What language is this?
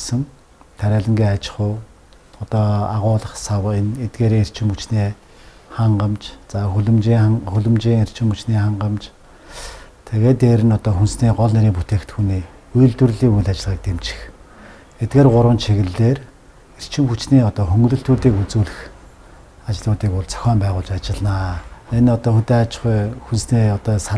Mongolian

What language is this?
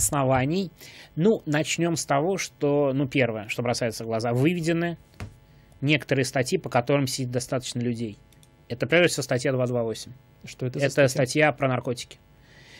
Russian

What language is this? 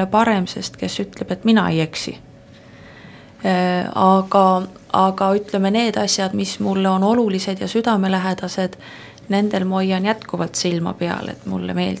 Estonian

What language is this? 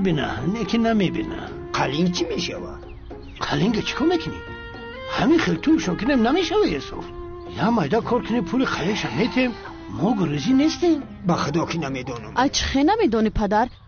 Tajik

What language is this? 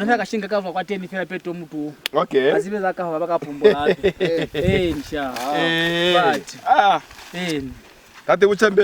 Lozi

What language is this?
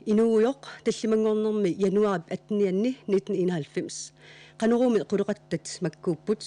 Kalaallisut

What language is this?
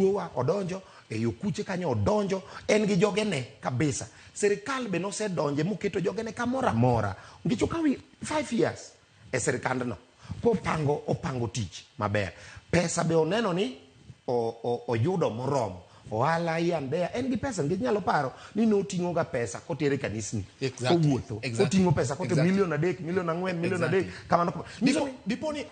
Luo (Kenya and Tanzania)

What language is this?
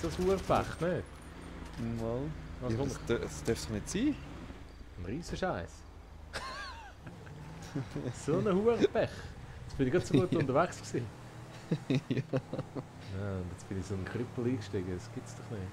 Swiss German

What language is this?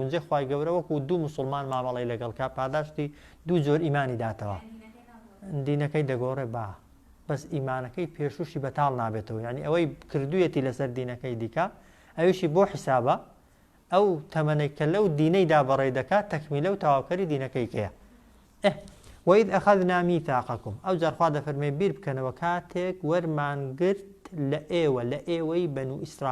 Central Kurdish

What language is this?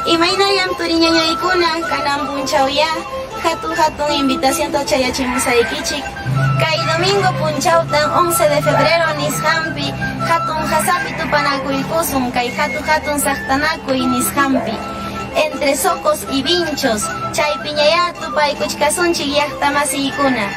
Ayacucho Quechua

